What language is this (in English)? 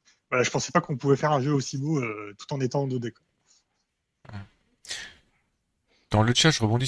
French